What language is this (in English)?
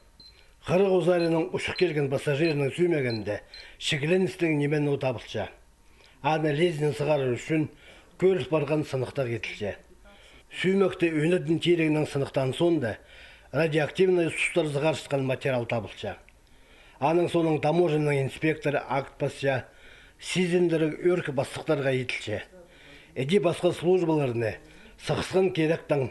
Khakas